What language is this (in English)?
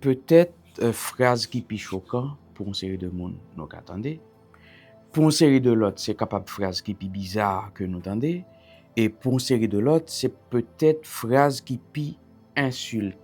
Haitian Creole